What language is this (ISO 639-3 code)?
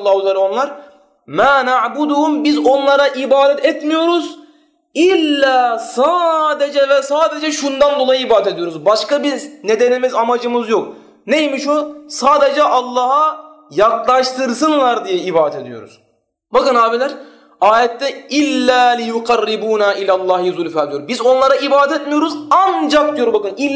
tur